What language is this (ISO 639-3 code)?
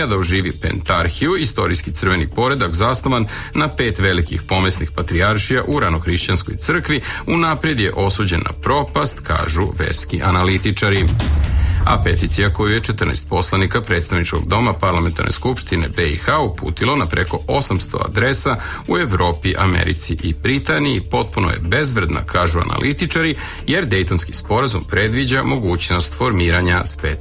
srp